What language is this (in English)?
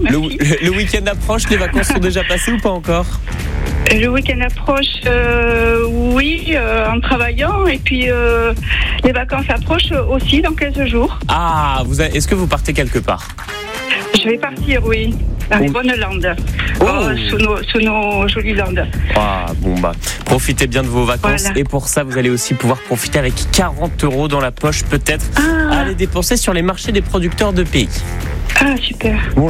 French